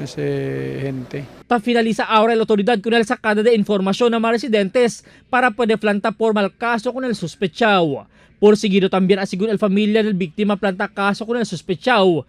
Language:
Chavacano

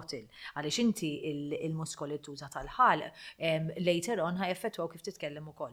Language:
Maltese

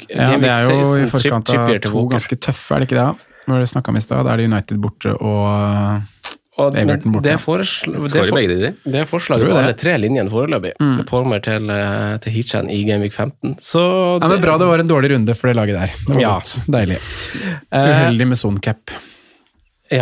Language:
Norwegian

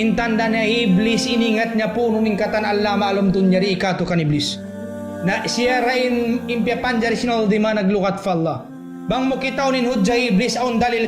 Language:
Tausug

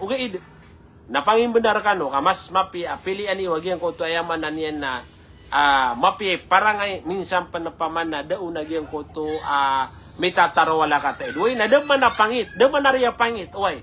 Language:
Maranao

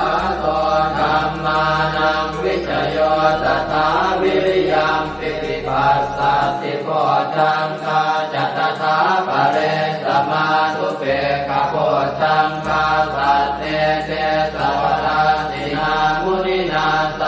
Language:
Pali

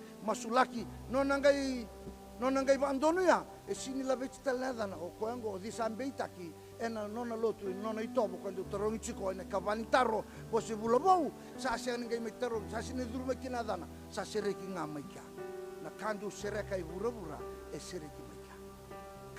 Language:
Fijian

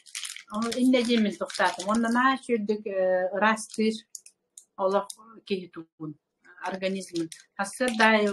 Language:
Yakut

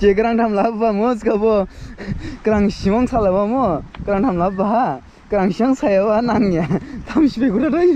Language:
Dimasa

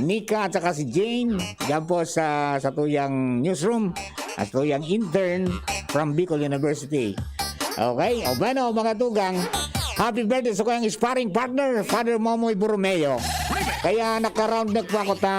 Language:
Bikol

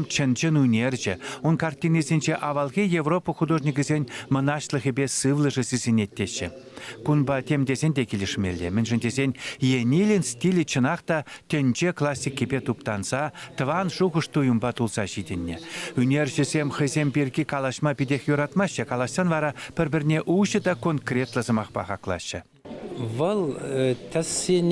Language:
Chuvash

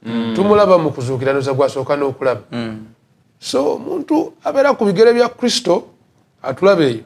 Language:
Ganda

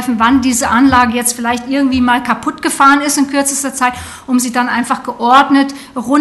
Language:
German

